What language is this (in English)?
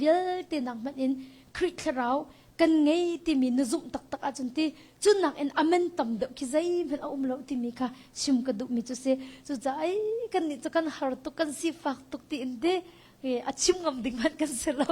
Hakha Chin